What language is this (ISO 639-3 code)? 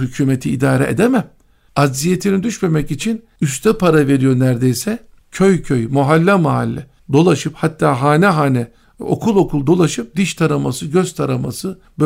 tur